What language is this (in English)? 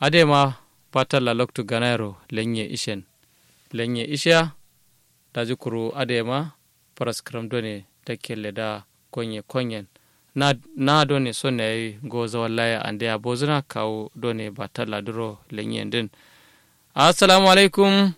Kanuri